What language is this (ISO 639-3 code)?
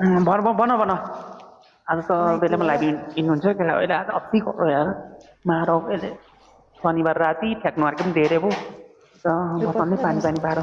nep